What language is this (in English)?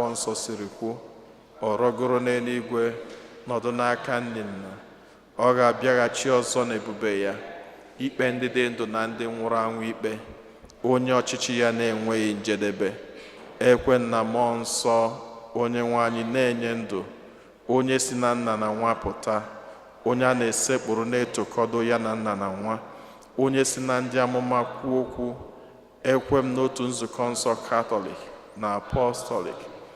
Igbo